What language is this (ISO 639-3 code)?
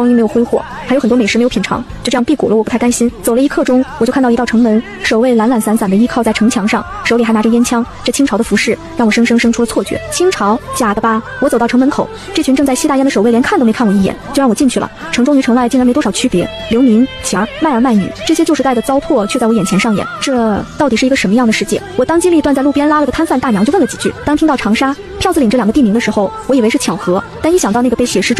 zho